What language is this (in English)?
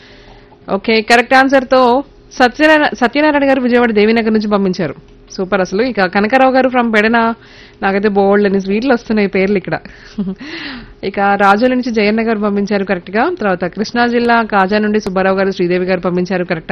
Telugu